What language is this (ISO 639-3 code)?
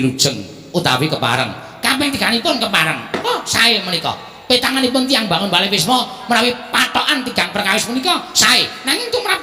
jav